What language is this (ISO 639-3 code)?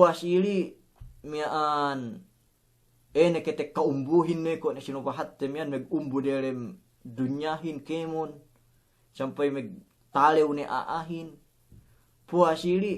yka